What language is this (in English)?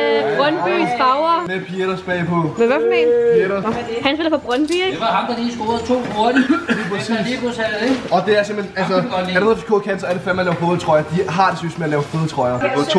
Danish